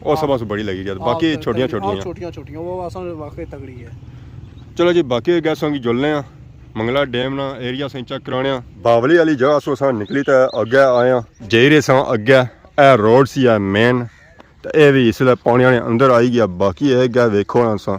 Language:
Pahari-Potwari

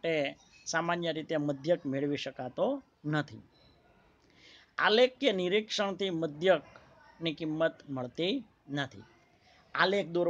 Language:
Gujarati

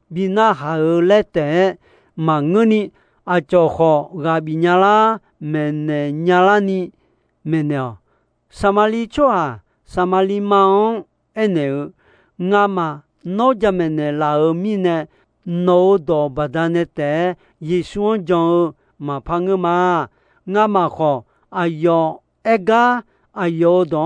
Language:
Akha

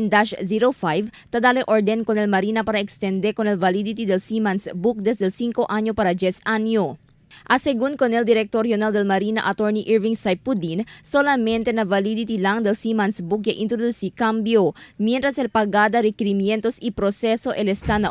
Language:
Chavacano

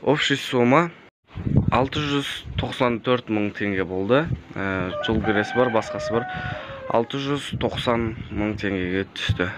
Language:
Kazakh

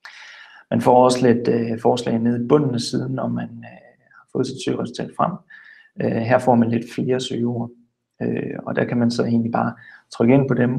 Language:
Danish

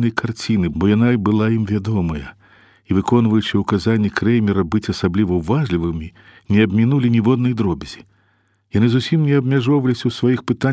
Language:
Belarusian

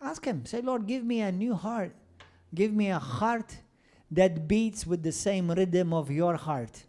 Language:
English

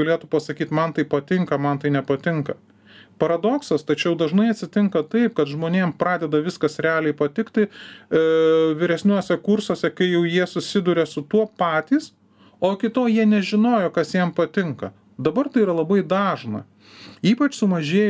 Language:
Lithuanian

